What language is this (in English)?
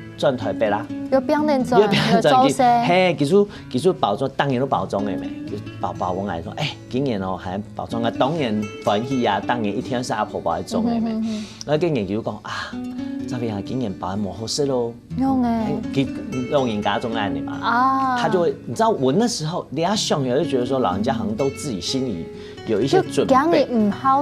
Hakka Chinese